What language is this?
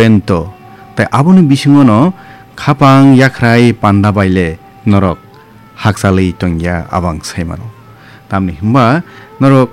Kok Borok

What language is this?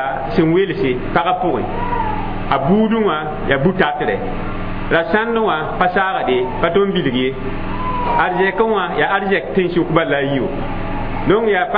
Mossi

